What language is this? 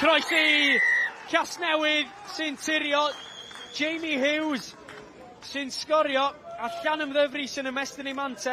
Welsh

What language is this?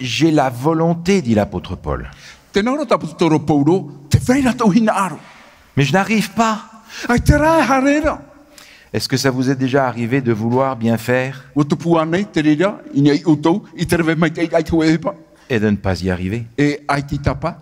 Tahitian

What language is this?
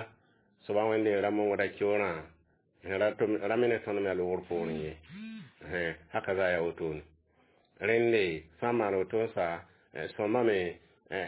Mossi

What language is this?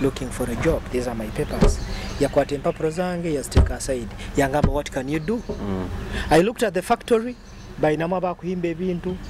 Nyoro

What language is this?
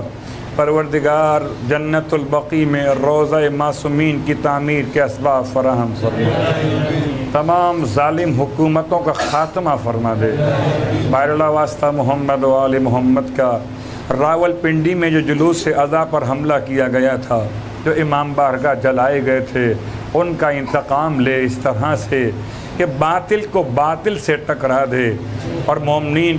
Urdu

